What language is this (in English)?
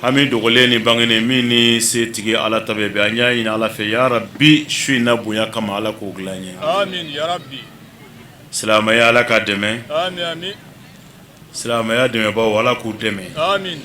Bambara